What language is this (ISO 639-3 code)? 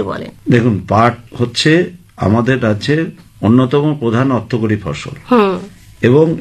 ben